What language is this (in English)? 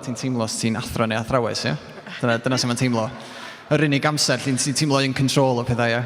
Welsh